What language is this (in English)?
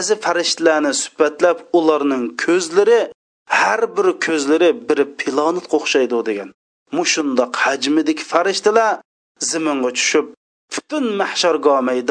Uyghur